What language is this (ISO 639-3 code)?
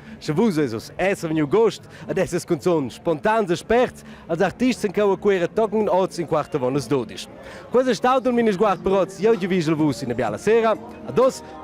roh